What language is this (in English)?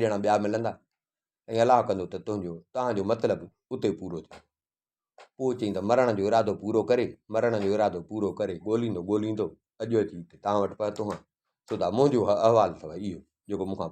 Sindhi